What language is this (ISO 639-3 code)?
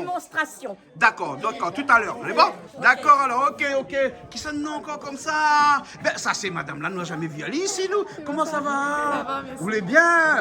rcf